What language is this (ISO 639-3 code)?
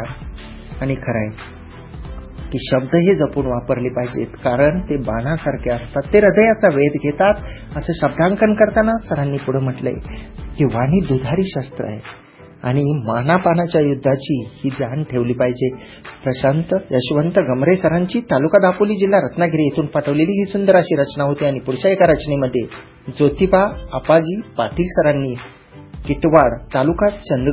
mar